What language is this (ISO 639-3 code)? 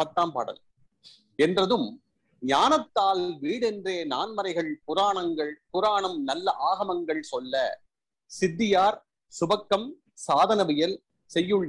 tam